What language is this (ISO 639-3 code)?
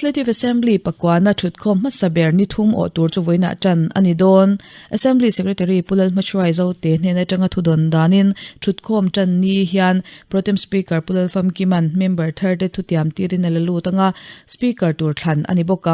lus